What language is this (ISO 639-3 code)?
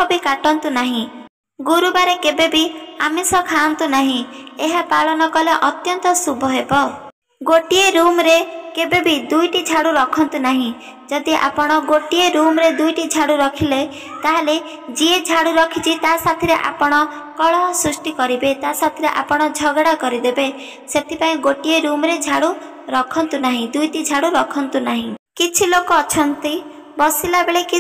ori